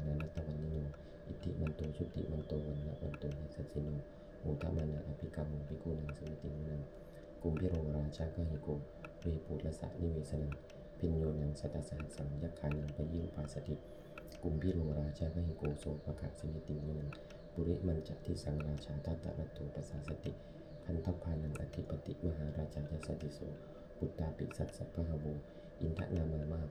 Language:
Pali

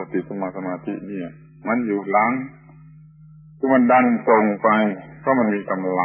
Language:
Thai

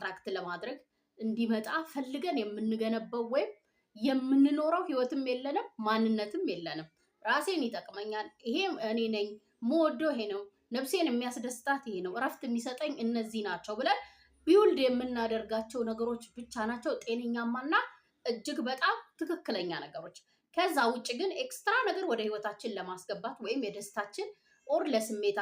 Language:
Amharic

